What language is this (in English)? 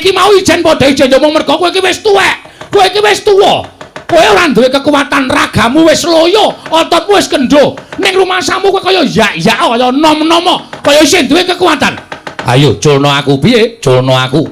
Javanese